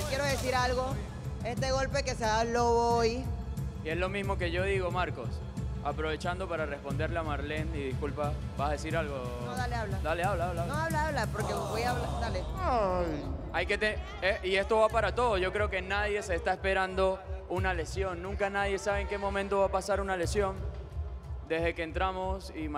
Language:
Spanish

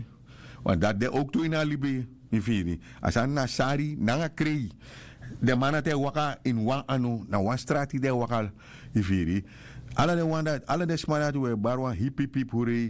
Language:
Sranan Tongo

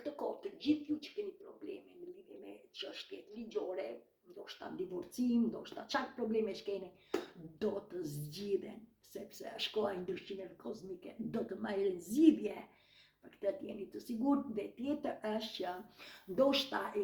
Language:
Albanian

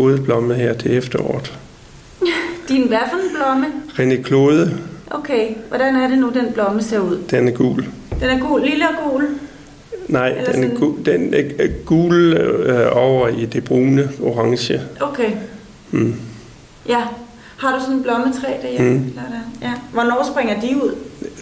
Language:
Danish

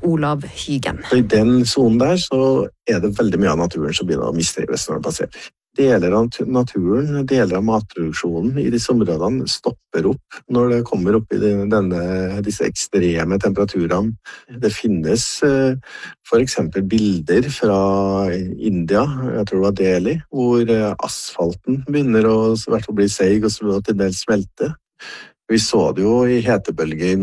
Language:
Norwegian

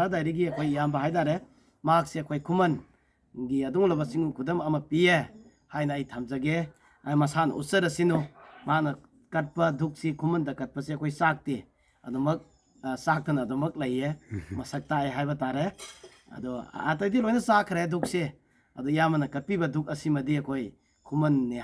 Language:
Manipuri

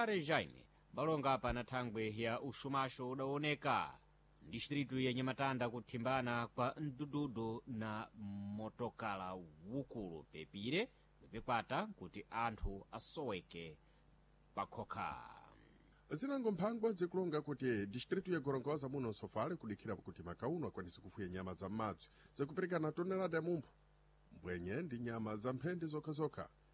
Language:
Sena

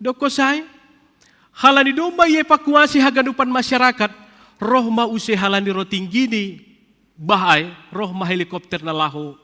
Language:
Batak Simalungun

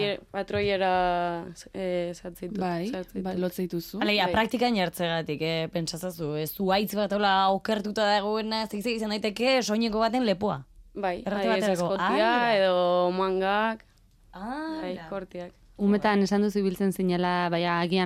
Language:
Basque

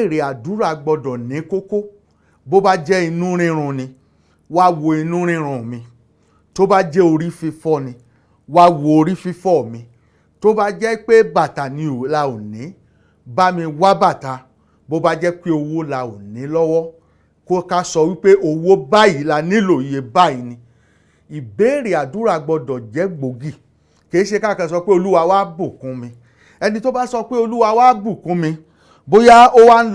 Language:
Yoruba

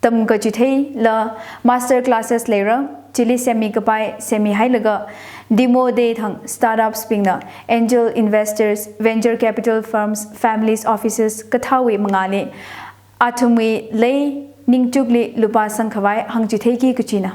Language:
Tangkhul Naga (India)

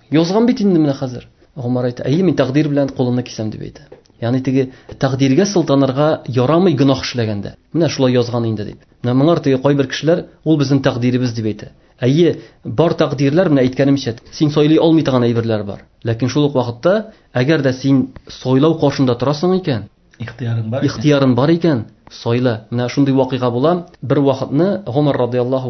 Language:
Tatar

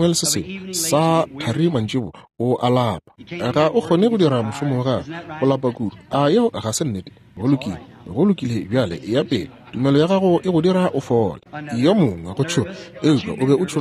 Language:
Northern Sotho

